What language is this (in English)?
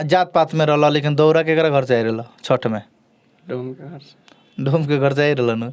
Bhojpuri